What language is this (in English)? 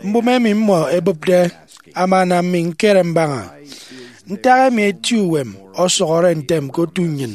Efik